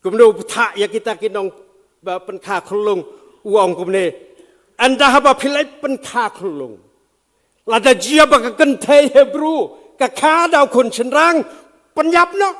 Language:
Khasi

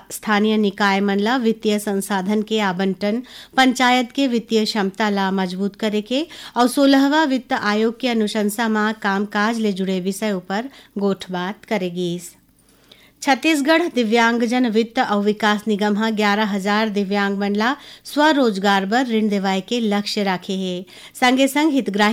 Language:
Chhattisgarhi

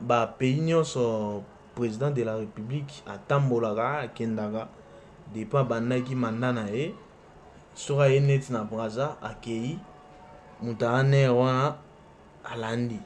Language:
Lingala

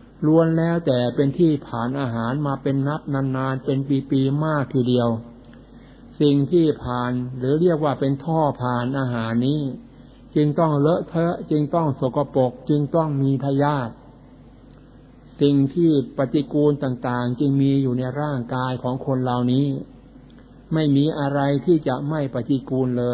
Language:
Thai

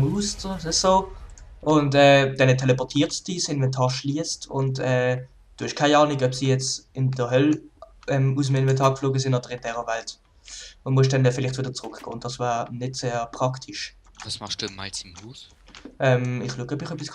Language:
Swiss German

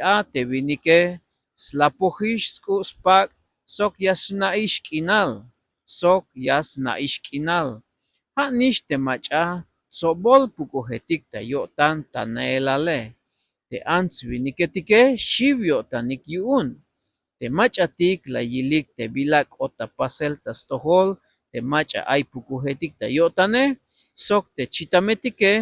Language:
Tzeltal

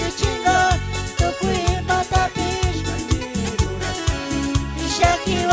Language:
Chimborazo Highland Quichua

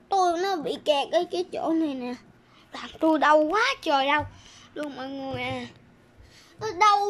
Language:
Vietnamese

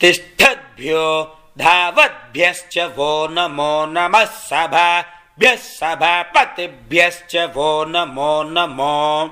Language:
Sanskrit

